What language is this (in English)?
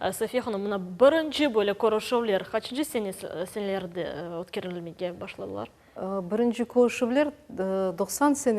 Crimean Tatar